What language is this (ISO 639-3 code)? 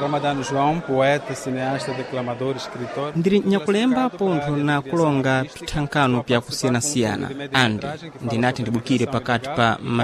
seh